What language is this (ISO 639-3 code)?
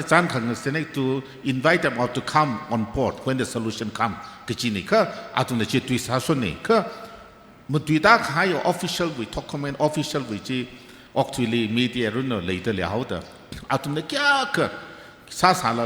nmf